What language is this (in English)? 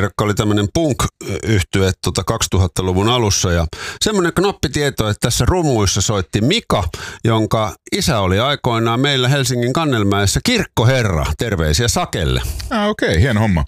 Finnish